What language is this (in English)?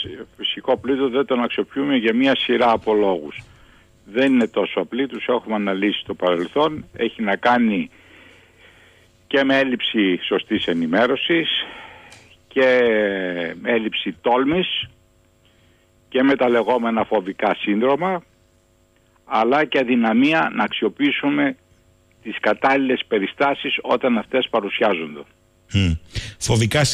Greek